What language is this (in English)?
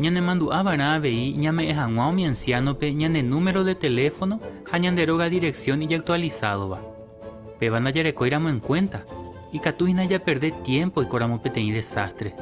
Guarani